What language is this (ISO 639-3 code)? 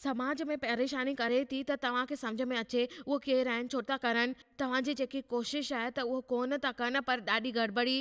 snd